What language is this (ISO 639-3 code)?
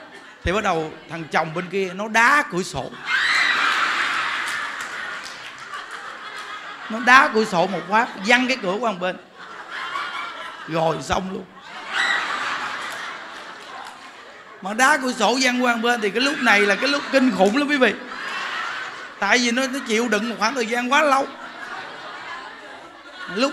vie